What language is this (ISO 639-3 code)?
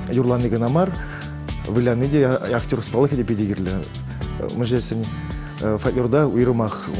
chv